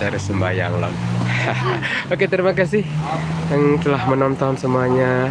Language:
Sasak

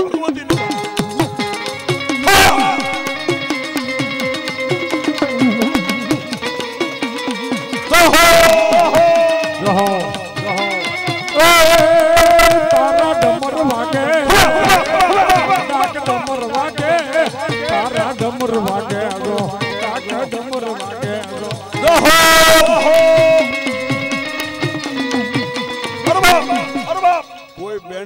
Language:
Gujarati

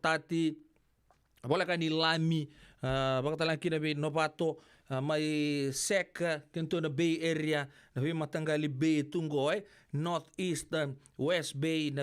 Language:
Fijian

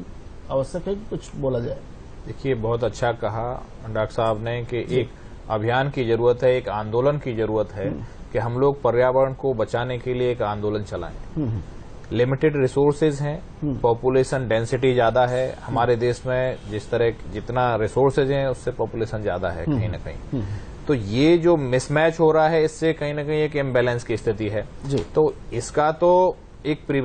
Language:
Hindi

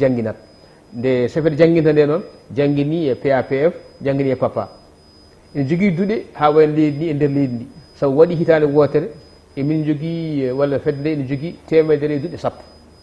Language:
Fula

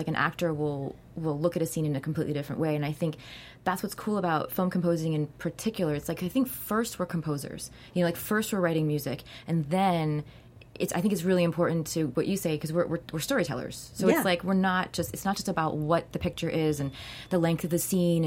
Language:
English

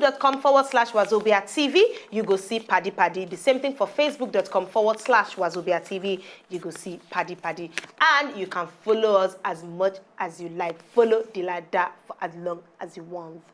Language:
Nigerian Pidgin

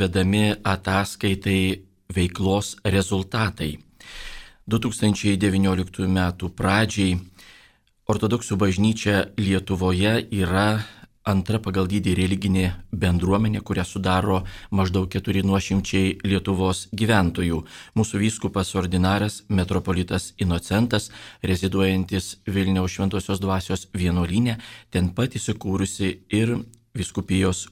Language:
Lithuanian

